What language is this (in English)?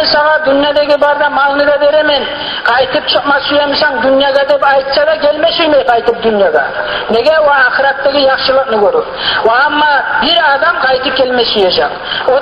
Kumyk